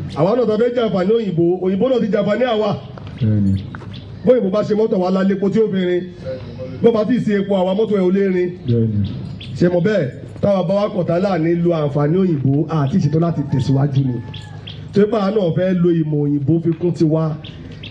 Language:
Yoruba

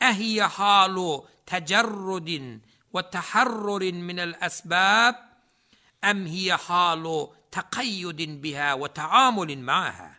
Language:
Turkmen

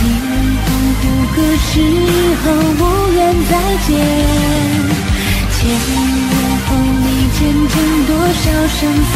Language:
Chinese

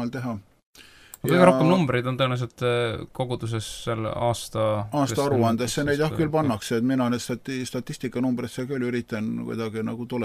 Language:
Estonian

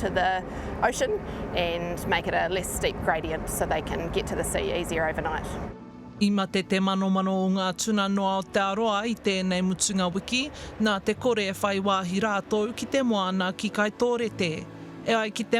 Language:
Māori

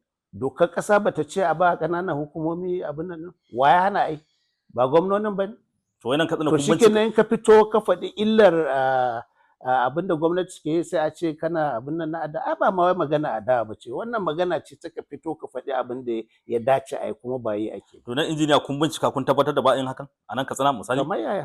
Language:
Hausa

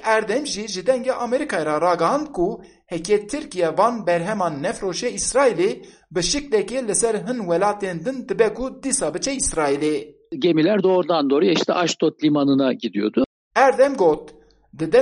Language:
Kurdish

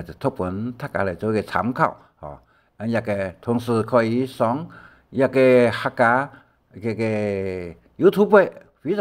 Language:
Hakka Chinese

